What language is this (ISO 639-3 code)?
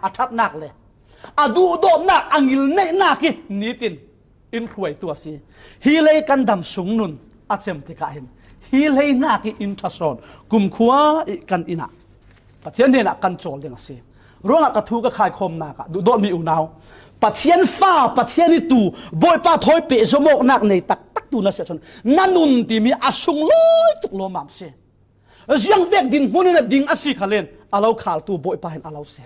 cfm